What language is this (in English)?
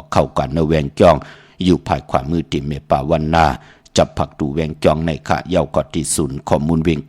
Shan